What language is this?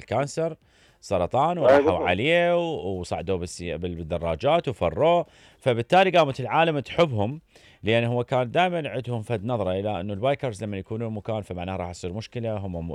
Mesopotamian Arabic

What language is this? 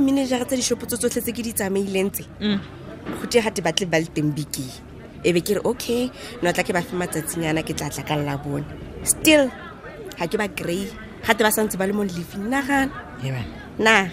Tswana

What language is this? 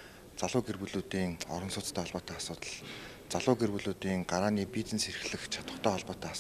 Mongolian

